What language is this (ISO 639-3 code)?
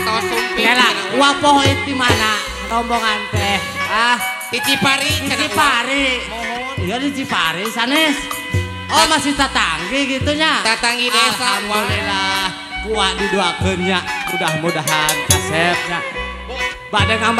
sun